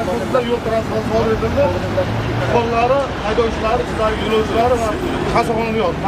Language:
Uzbek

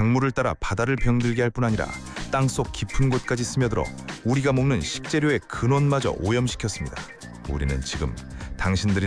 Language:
Korean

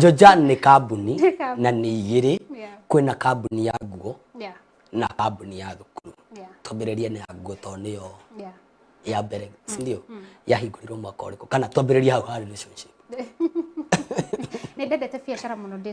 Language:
Kikuyu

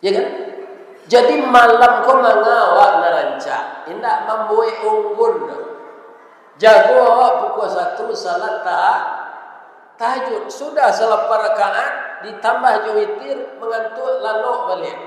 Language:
Minangkabau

